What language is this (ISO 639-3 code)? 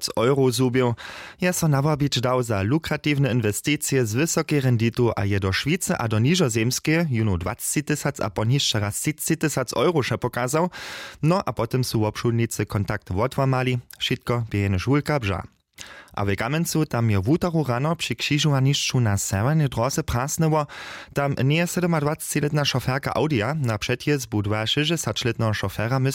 hsb